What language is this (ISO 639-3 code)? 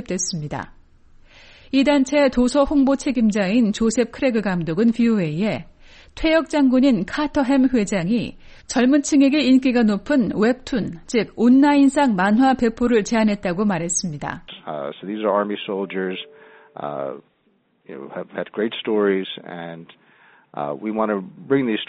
kor